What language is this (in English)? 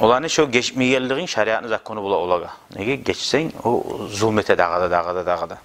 Kumyk